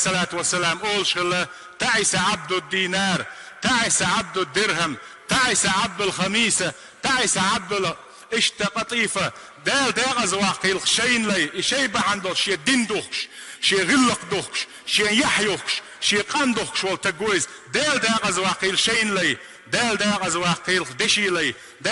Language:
Chechen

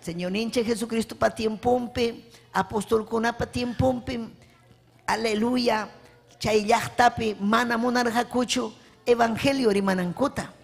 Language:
Ayacucho Quechua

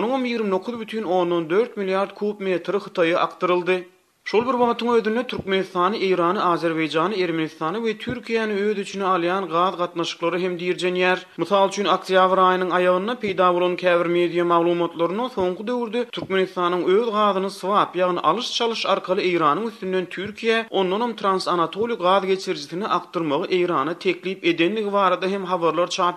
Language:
Turkmen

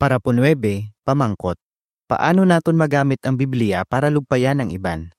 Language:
Hiligaynon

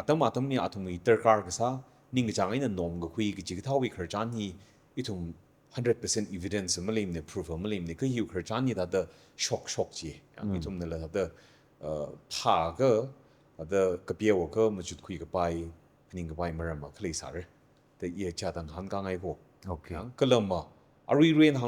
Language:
Tangkhul Naga (India)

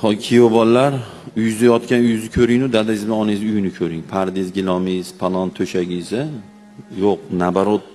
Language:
Uzbek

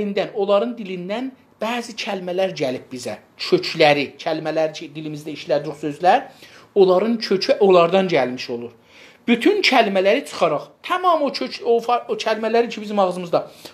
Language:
South Azerbaijani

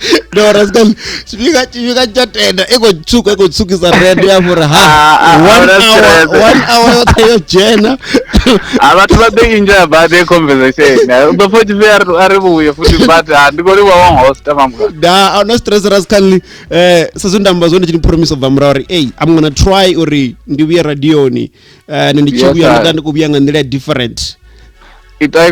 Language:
Venda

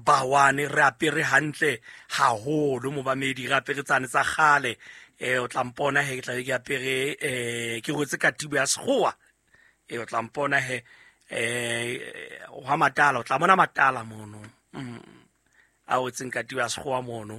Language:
Southern Sotho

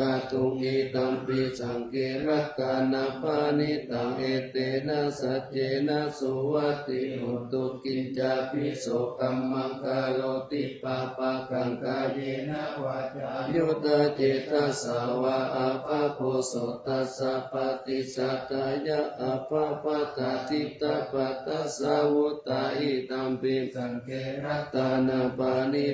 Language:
Pali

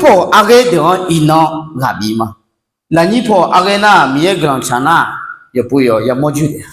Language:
Akha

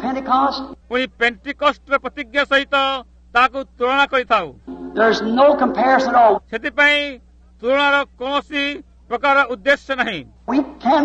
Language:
Odia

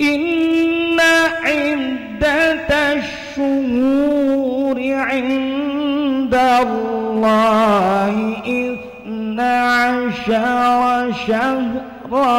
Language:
Banjar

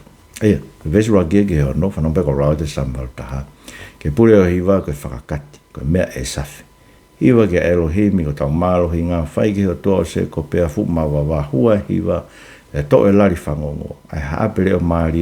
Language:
Tongan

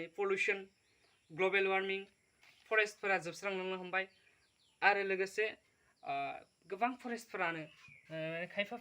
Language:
Bodo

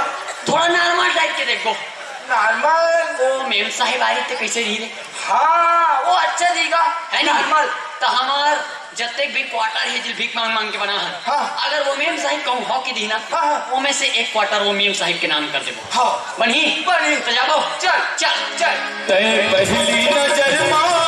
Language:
Chhattisgarhi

